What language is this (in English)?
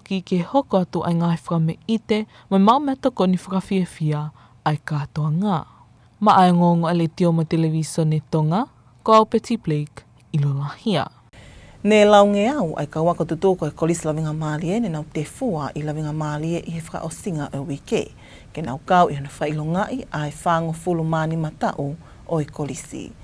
Tongan